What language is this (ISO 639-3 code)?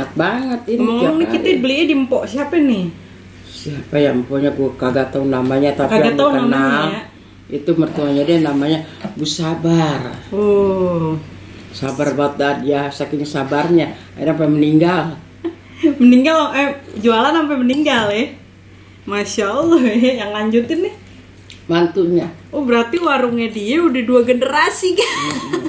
bew